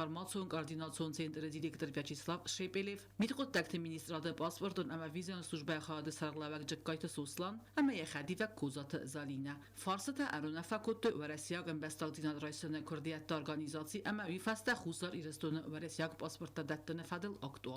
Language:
Ossetic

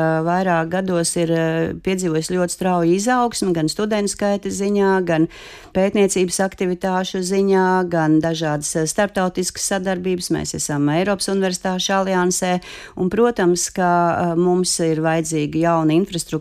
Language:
Latvian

